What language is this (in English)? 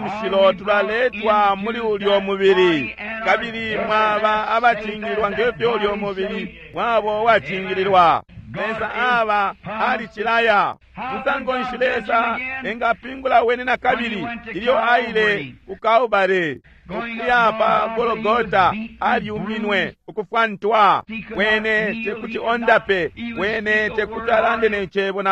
Bemba